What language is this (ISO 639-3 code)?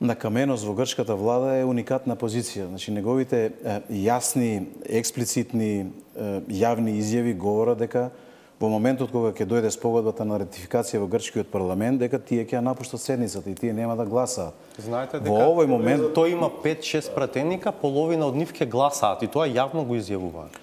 mkd